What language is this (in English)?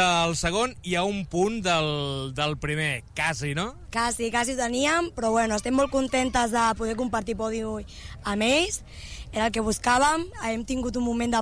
Catalan